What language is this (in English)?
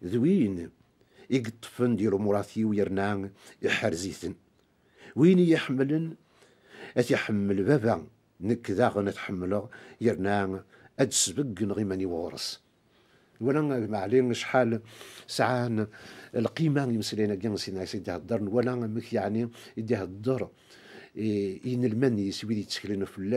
Kabyle